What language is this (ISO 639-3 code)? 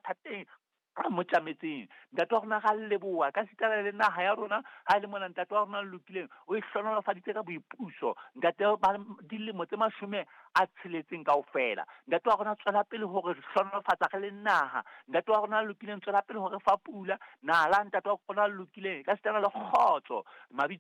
sot